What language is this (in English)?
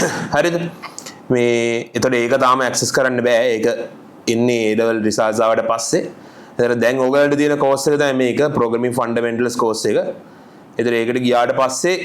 Sinhala